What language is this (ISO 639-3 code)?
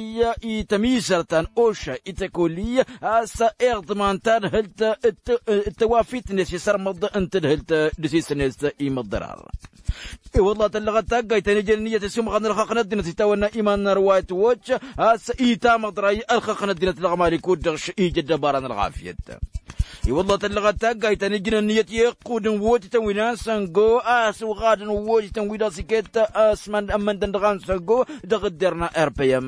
taq